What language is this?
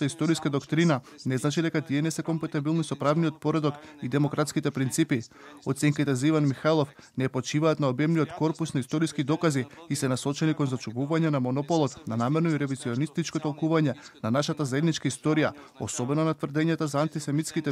Macedonian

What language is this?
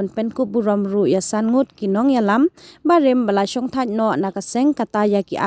Khasi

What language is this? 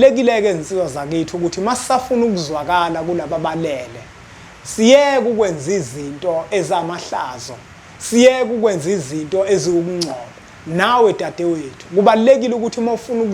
Zulu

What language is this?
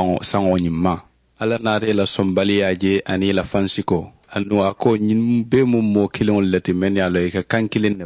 Mandingo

